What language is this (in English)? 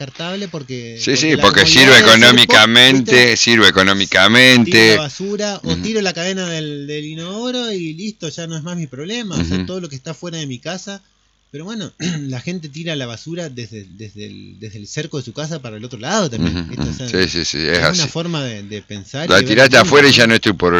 Spanish